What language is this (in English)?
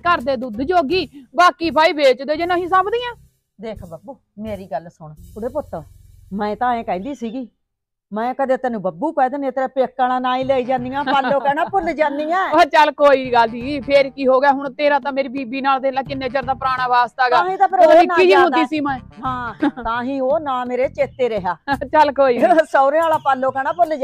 Punjabi